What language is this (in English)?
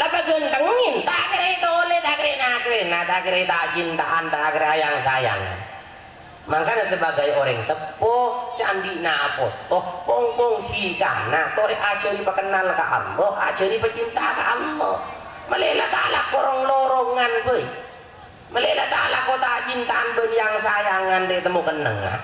Madurese